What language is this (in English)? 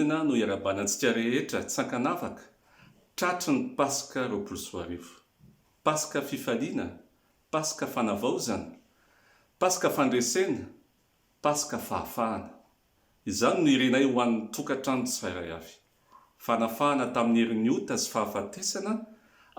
Malagasy